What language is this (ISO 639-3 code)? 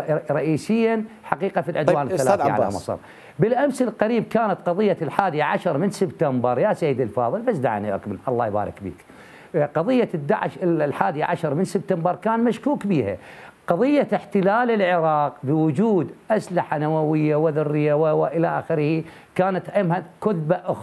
acm